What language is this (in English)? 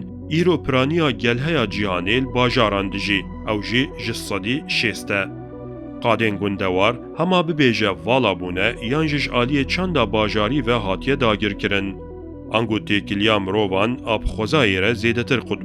Kurdish